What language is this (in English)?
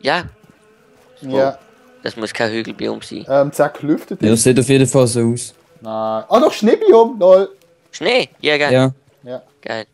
Swiss German